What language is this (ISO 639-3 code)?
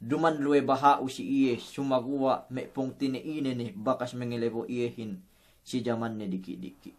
yka